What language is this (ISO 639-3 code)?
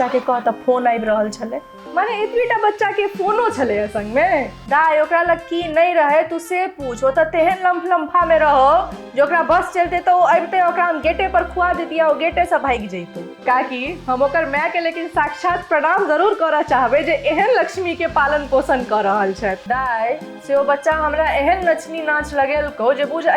mai